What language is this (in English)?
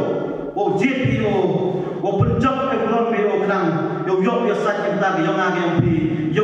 Khasi